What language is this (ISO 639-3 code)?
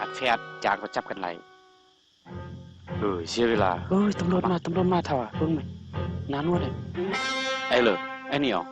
lao